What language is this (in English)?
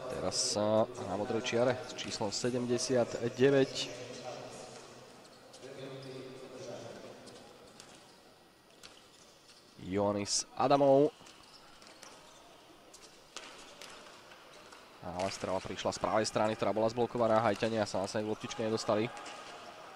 Slovak